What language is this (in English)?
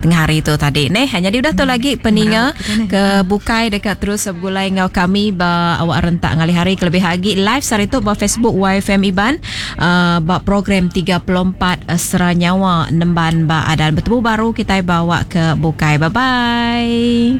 Iban